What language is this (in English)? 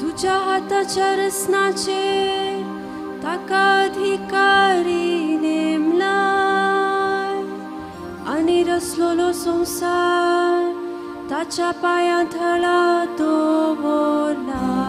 Konkani